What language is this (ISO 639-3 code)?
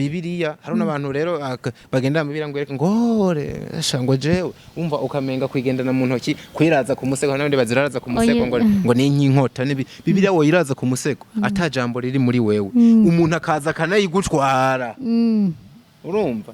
run